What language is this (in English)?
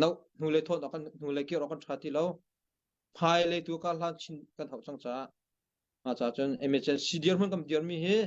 Hakha Chin